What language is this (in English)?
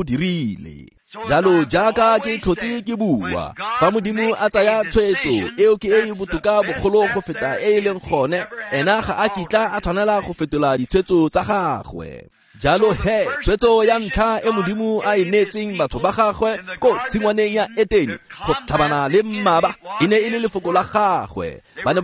Tswana